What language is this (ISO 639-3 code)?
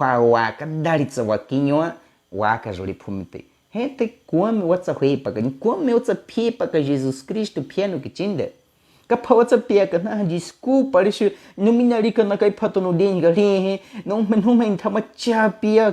bwi